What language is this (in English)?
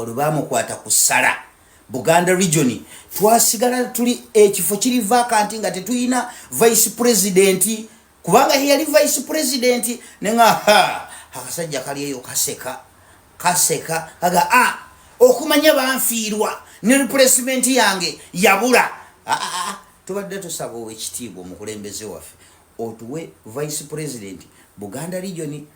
Ganda